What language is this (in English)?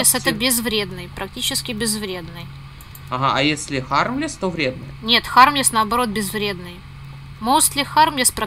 Russian